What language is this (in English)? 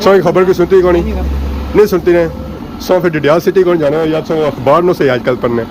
Pahari-Potwari